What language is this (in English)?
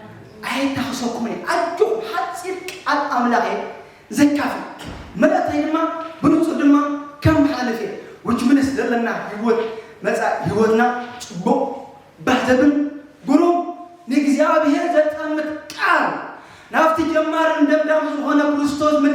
Tigrinya